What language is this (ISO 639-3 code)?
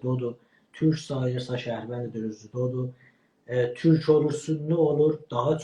azb